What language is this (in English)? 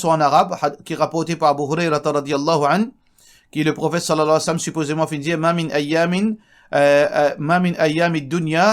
Morisyen